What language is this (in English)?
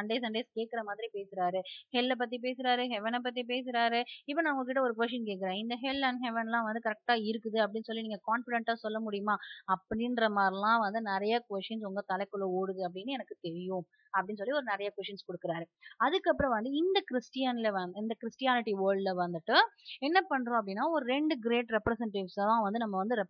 Tamil